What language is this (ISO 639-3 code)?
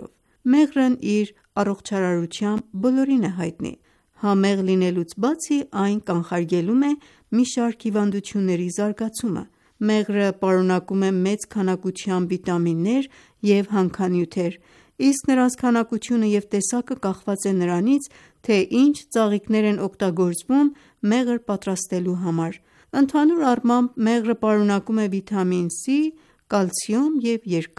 hye